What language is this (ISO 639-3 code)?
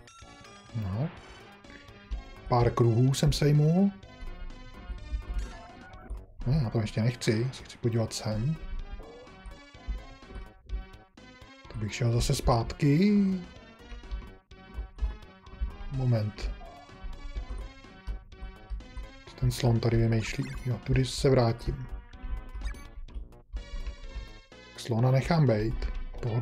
ces